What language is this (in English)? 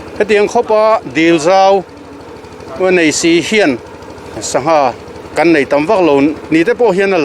Mizo